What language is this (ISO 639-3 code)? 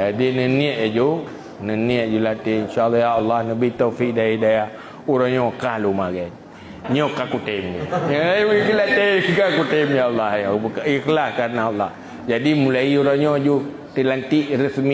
ace